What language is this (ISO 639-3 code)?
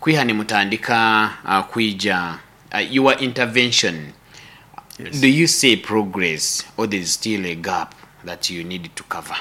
nyo